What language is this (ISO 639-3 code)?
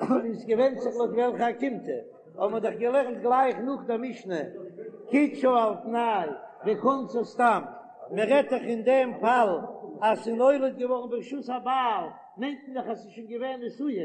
yid